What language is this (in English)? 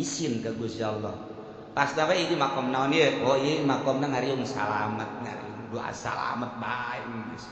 Sundanese